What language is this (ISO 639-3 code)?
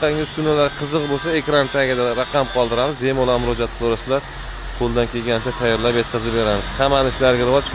uzb